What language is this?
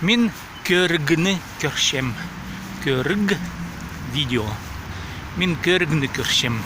Khakas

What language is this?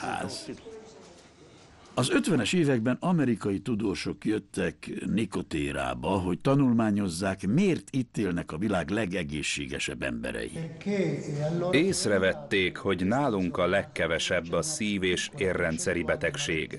Hungarian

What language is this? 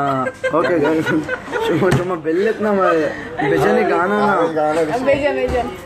Baluchi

